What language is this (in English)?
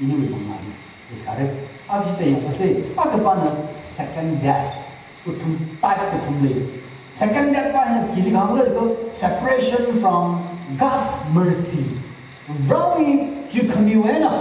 Tangkhul Naga (India)